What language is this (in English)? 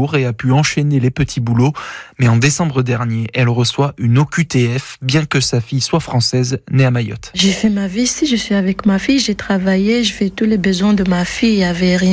French